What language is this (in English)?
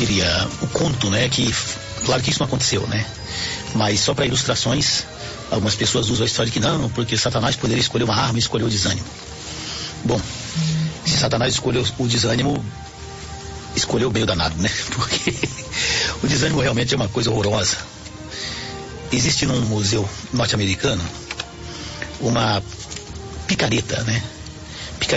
Portuguese